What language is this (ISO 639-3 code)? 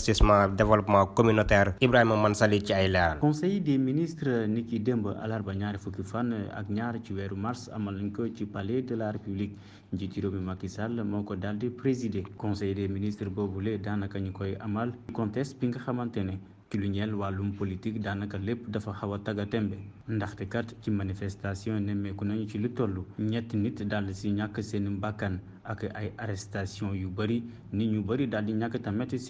wol